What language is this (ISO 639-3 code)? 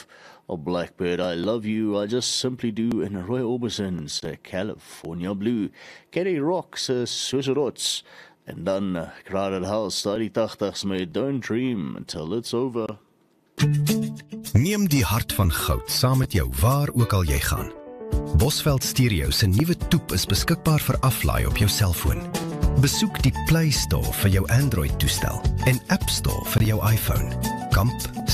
afr